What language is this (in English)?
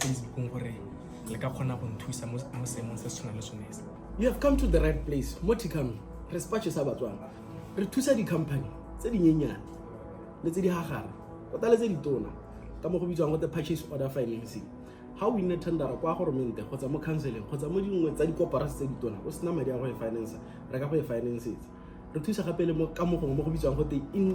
Tswana